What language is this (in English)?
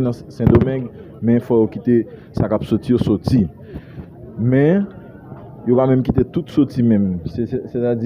Haitian Creole